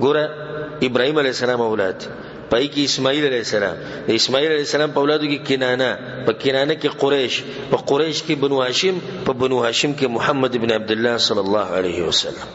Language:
Pashto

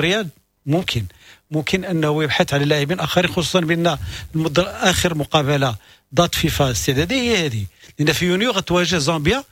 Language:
Moroccan Arabic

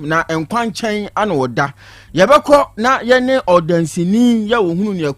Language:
Akan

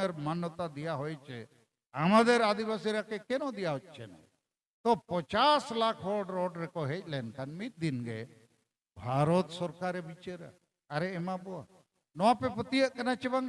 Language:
Santali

